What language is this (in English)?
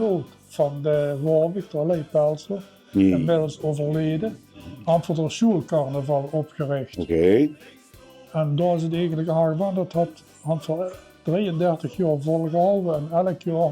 Limburgish